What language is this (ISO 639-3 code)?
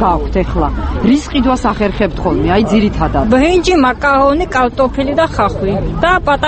kat